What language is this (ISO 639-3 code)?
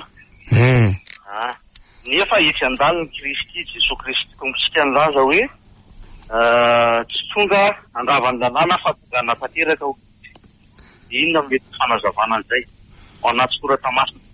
mlg